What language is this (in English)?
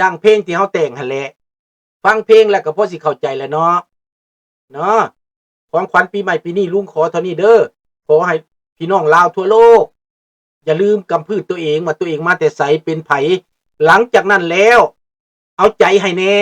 Lao